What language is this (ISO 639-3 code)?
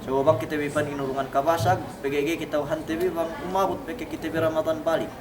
yka